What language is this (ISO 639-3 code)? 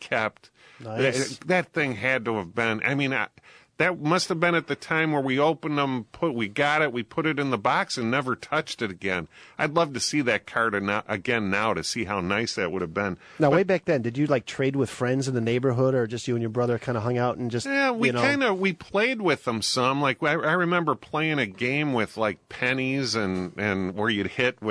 eng